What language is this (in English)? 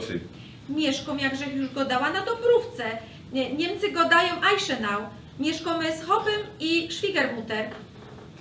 Silesian